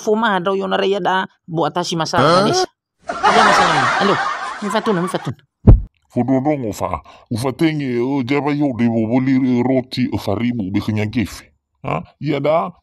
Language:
Nias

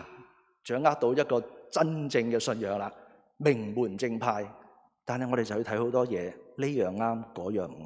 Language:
Cantonese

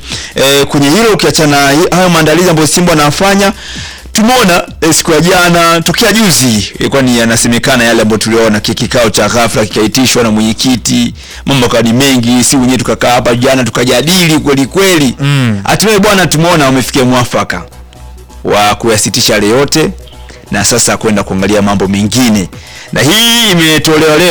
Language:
Swahili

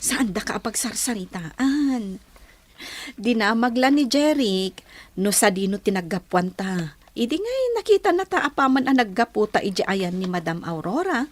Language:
Iloko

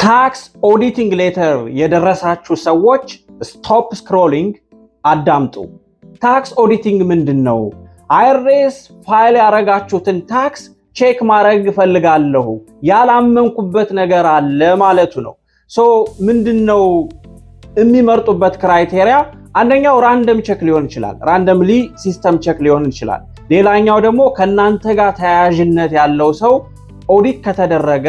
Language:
Amharic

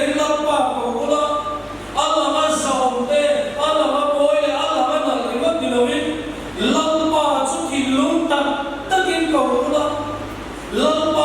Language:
Mizo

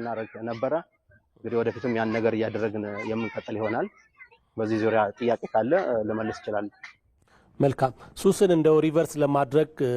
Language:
Amharic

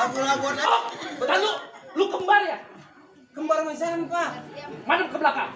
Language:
Betawi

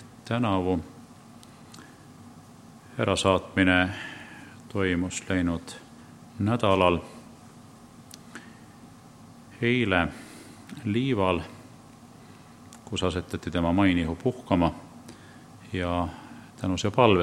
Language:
Estonian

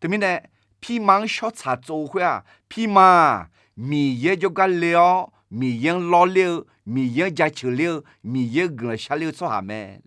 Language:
Akha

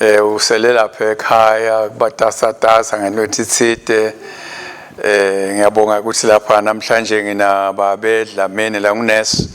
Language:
Swati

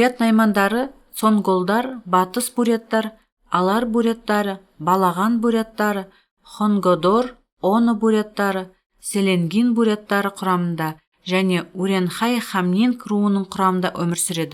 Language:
Kazakh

